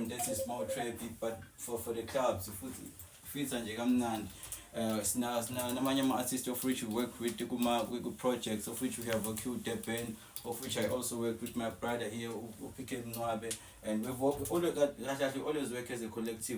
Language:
Zulu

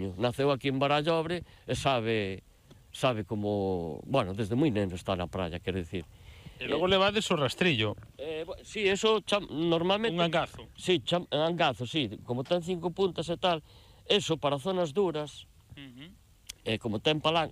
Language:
Galician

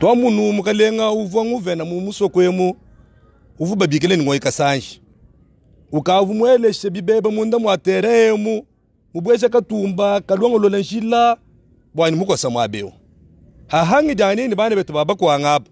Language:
Luba-Lulua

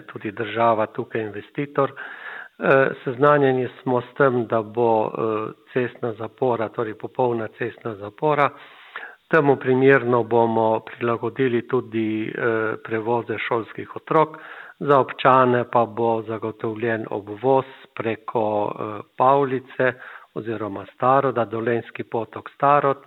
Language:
Slovenian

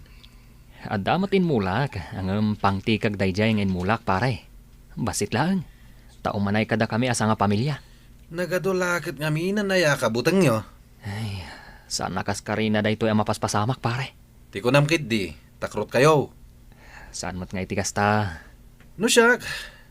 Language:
Iloko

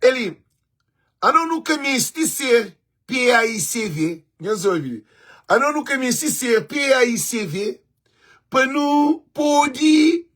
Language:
Kabuverdianu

